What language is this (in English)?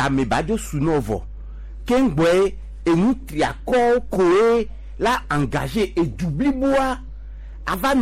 Gen